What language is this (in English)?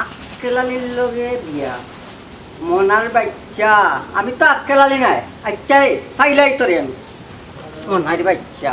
Sylheti